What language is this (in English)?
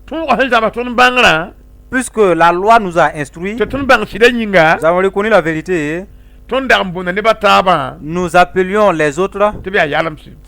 Mossi